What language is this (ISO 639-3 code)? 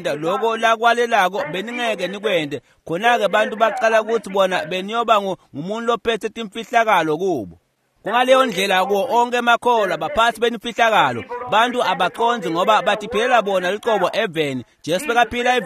ssw